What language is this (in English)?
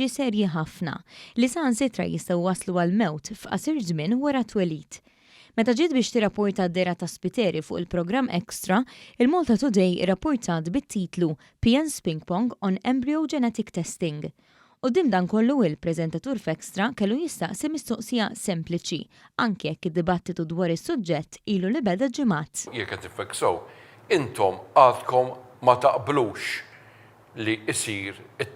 Maltese